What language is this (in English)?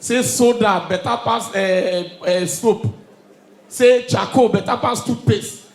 Nigerian Pidgin